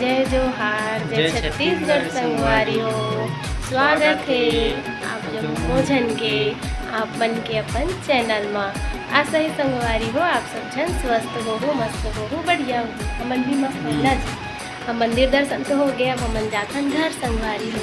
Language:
Chhattisgarhi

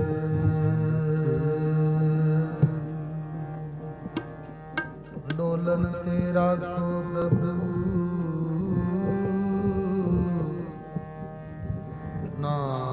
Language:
Punjabi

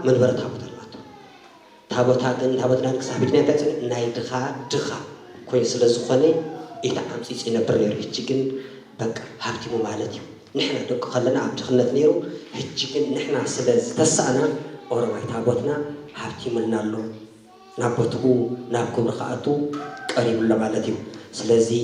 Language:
Tigrinya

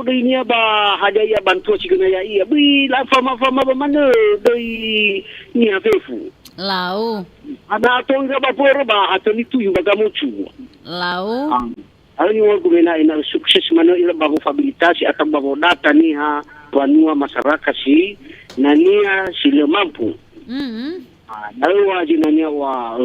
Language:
Nias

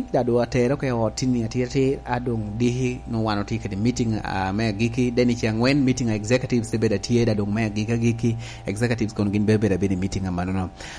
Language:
Lango (Uganda)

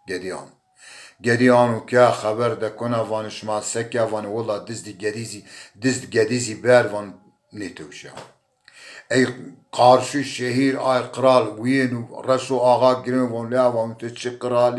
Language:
Zaza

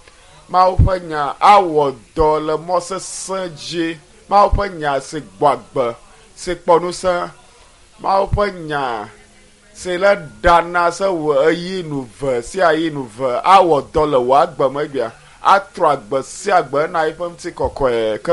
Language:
Ewe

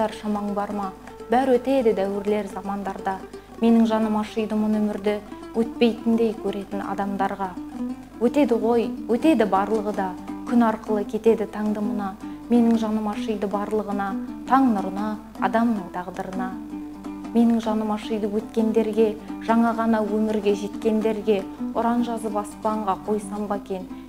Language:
Kazakh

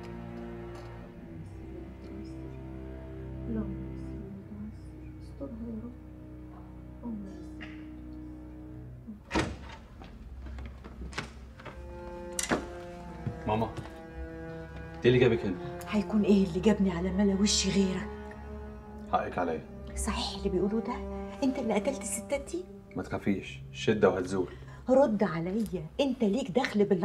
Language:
Egyptian Arabic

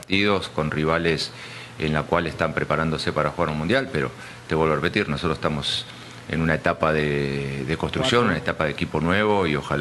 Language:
Spanish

